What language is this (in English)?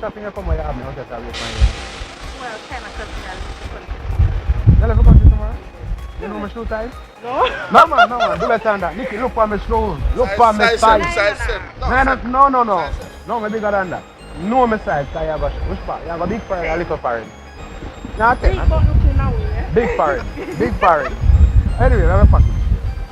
Jamaican Creole English